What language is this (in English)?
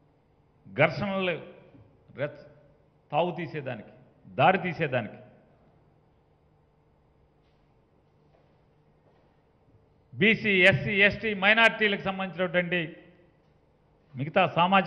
Telugu